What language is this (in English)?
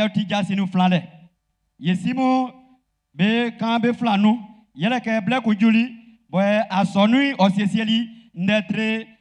Baoulé